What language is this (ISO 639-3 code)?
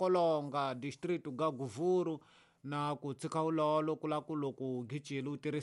tso